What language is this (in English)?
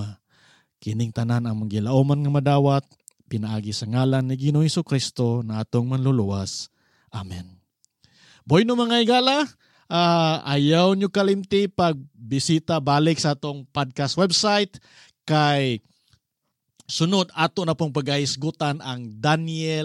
Cebuano